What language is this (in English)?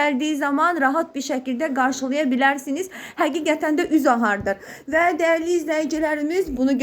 Azerbaijani